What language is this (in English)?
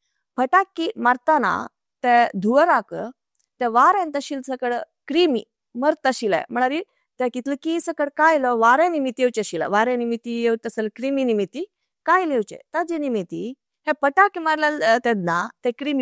Konkani